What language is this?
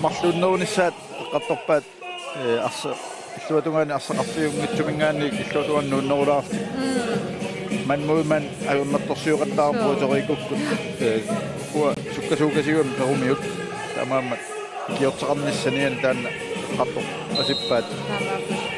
Kalaallisut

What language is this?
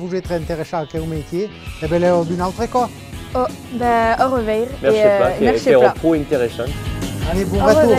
Occitan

